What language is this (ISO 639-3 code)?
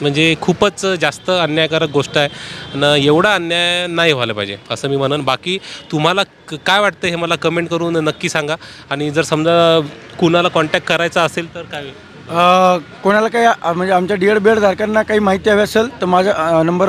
mar